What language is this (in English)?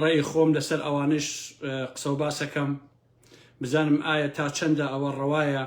Central Kurdish